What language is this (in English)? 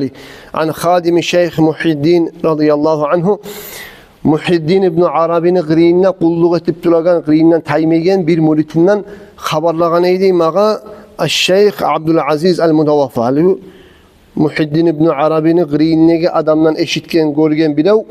Kumyk